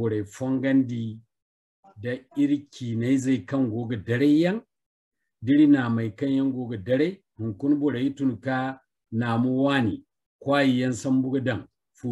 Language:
Zarma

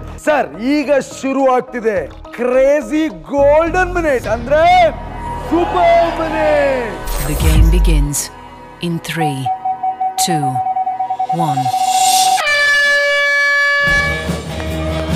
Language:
Kannada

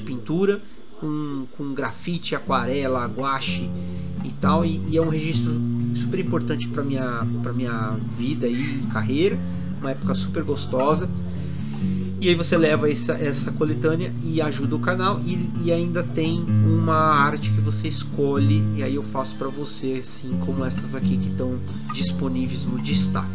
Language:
Portuguese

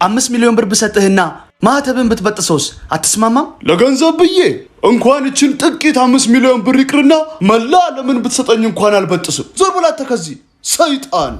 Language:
Amharic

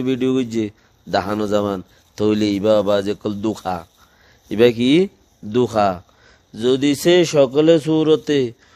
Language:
Rohingya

